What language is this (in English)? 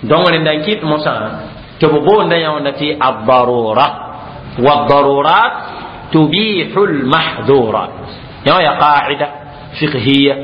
Mossi